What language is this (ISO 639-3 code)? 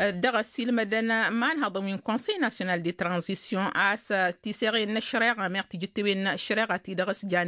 taq